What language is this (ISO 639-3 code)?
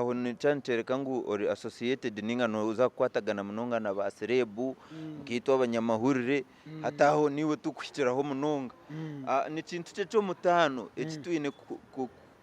nyn